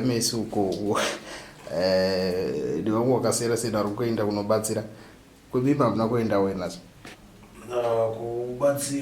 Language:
Shona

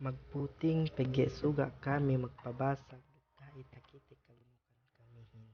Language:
Yakan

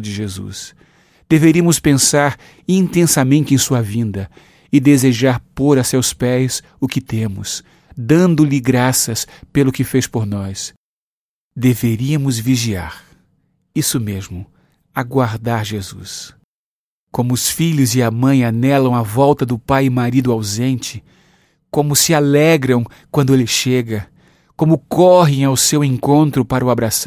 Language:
Portuguese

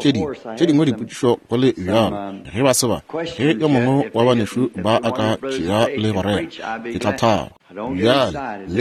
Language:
Northern Sotho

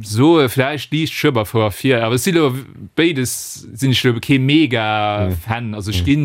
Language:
Luxembourgish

